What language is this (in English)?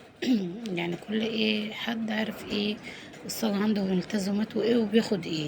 Egyptian Arabic